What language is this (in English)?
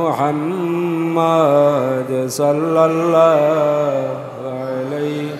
Sylheti